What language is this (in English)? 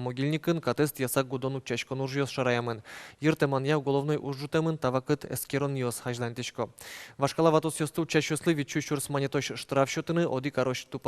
Udmurt